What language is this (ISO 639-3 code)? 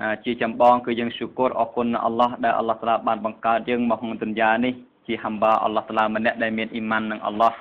khm